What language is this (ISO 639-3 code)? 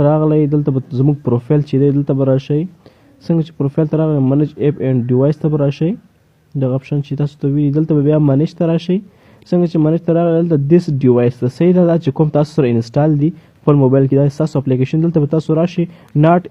pus